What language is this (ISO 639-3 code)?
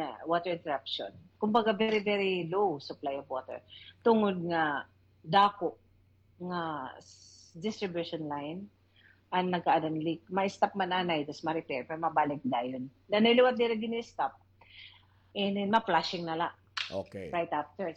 war